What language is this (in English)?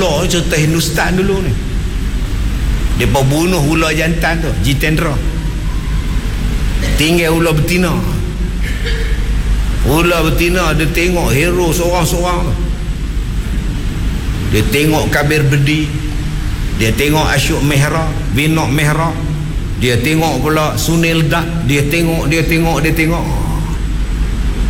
Malay